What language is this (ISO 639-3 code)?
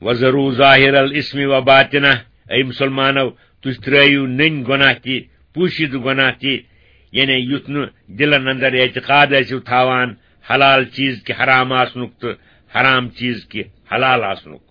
kas